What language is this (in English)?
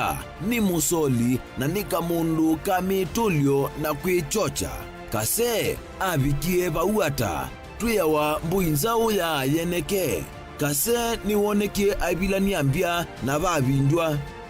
Kamba